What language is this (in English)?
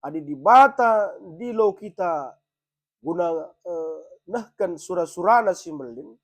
Batak Karo